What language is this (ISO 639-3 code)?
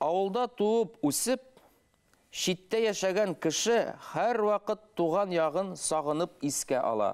bak